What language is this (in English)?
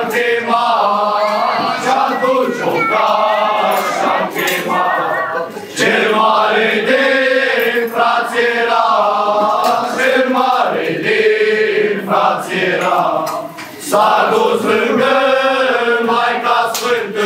Romanian